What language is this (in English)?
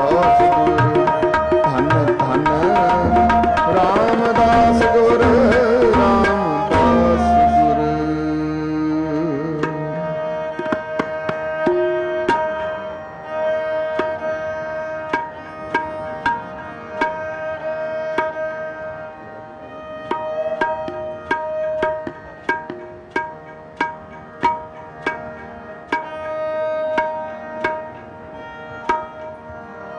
Punjabi